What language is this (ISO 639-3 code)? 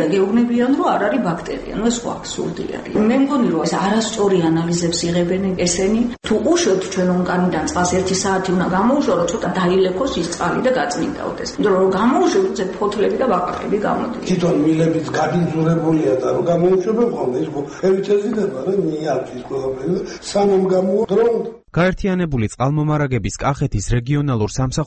kat